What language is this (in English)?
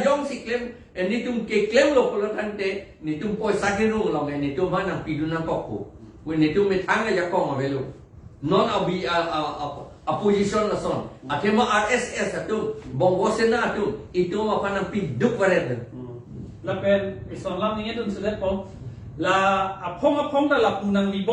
Karbi